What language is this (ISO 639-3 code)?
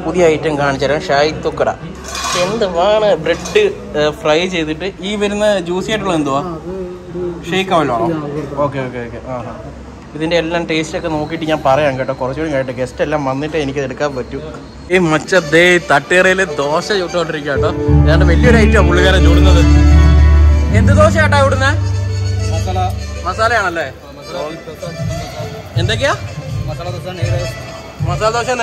mal